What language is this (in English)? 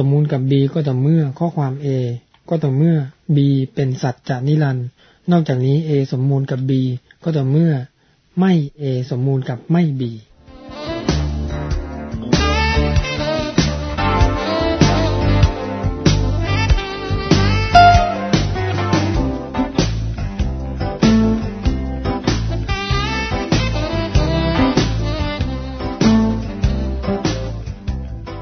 Thai